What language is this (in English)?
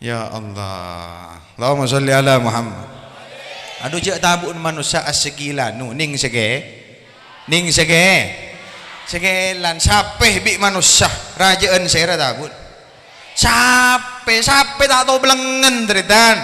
Madurese